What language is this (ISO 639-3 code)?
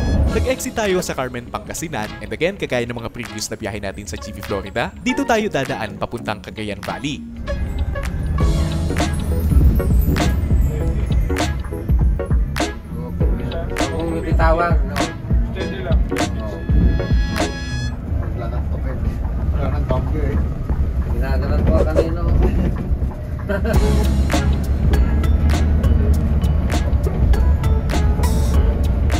fil